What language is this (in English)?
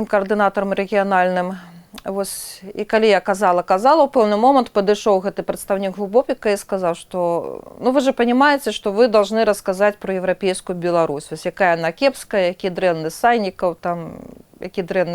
Belarusian